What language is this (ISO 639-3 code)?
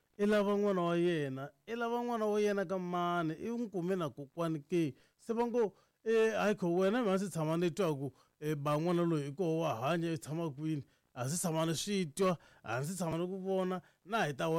tso